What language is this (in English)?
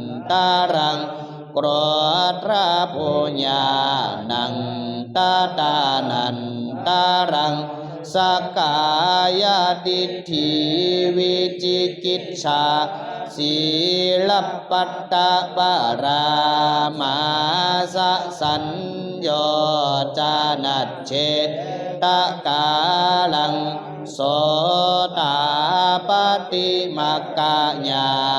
Pali